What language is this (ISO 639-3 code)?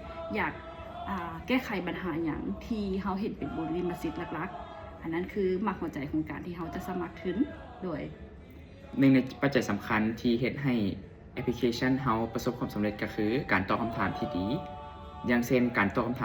lao